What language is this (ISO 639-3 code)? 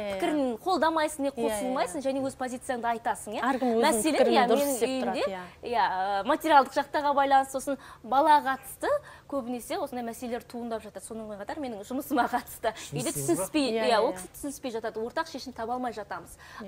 kaz